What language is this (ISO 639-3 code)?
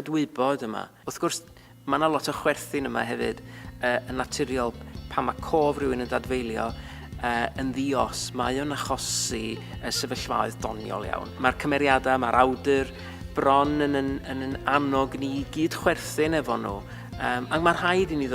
cym